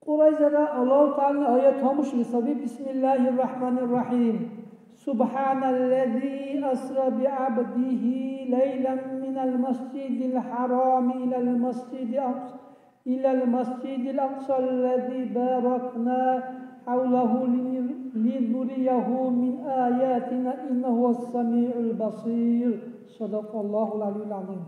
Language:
Dargwa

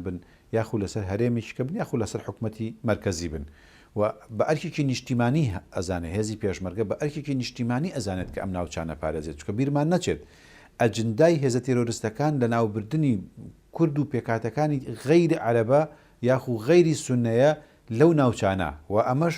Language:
Central Kurdish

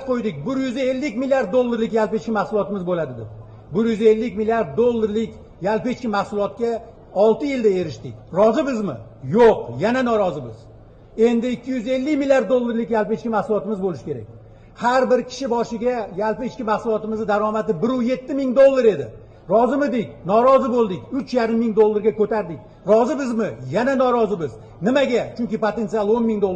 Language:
Uzbek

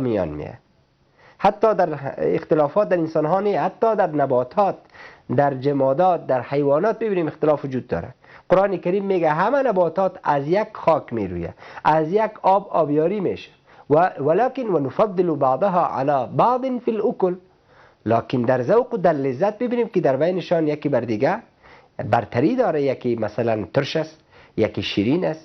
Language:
Persian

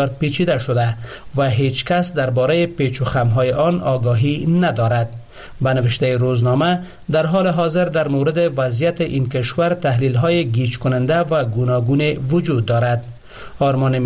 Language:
Persian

